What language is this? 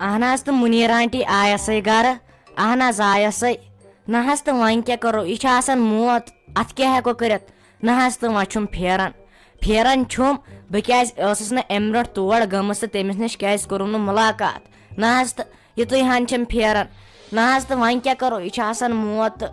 Kashmiri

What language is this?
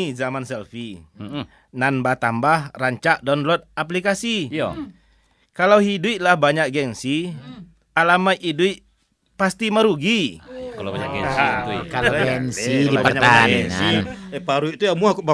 Minangkabau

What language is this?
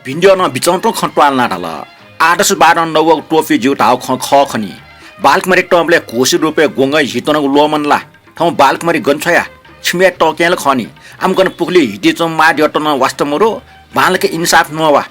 Newari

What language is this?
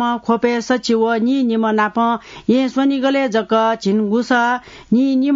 Newari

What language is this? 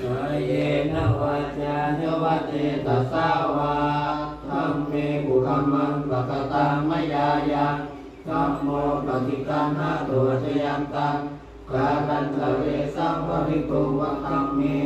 Pali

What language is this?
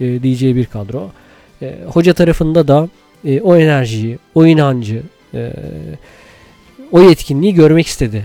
Turkish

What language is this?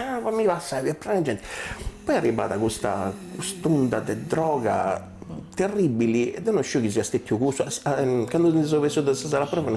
Sardinian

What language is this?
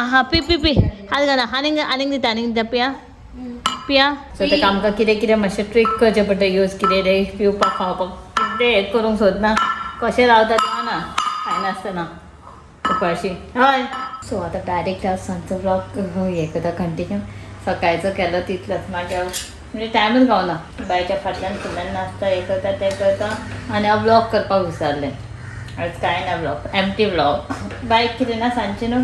Konkani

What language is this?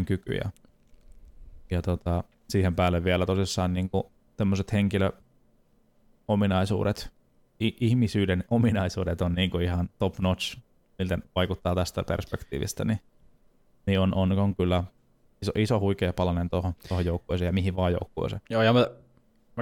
Finnish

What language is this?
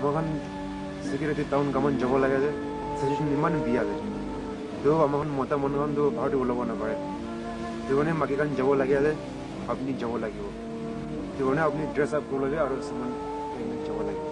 Naga Pidgin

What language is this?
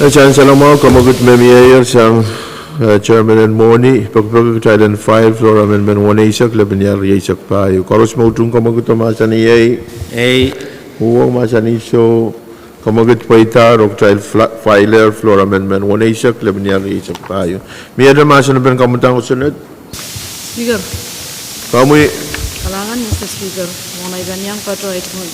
Pohnpeian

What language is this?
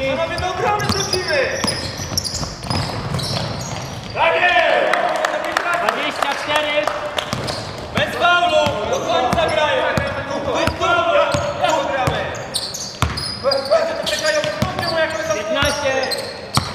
Polish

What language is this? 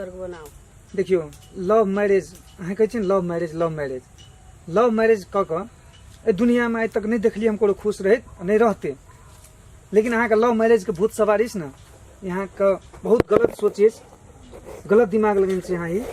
Maithili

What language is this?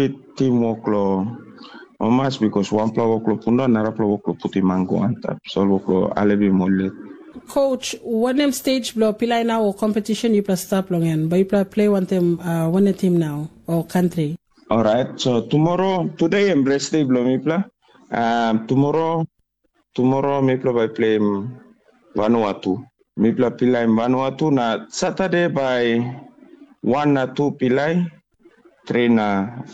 Tok Pisin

